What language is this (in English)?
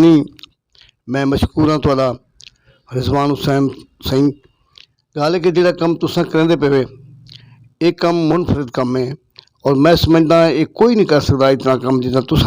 Saraiki